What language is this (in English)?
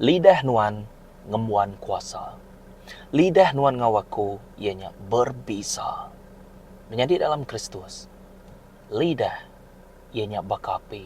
Iban